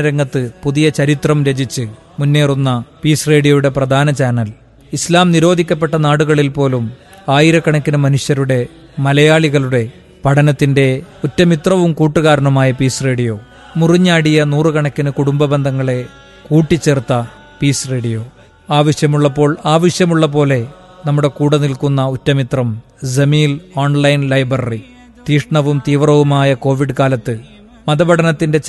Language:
Malayalam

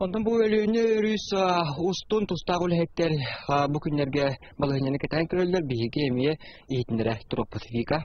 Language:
Yakut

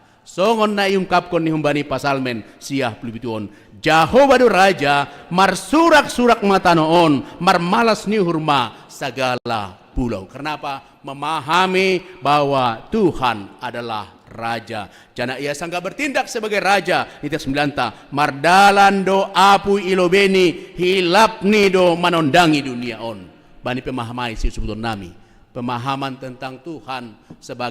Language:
Batak Simalungun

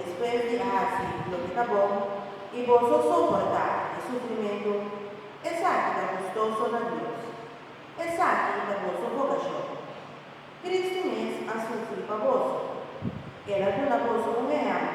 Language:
Papiamento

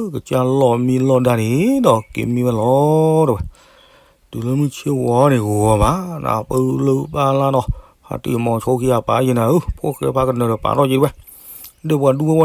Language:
S'gaw Karen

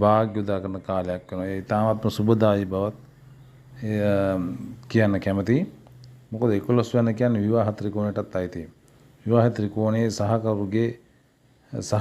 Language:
Sinhala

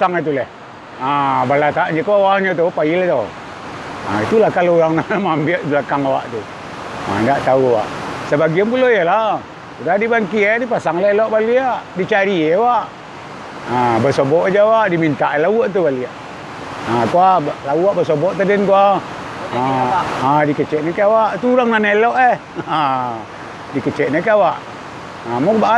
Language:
Minangkabau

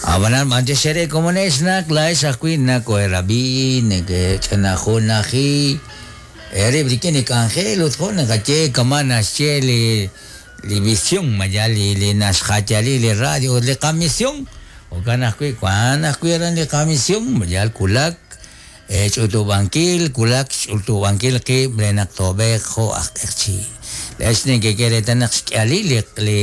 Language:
Kekchí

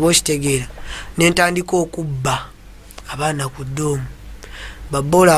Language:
Ganda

